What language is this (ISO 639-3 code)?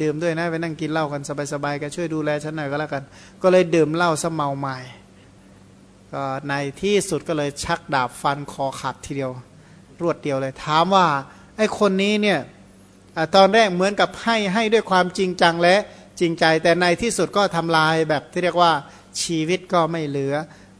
tha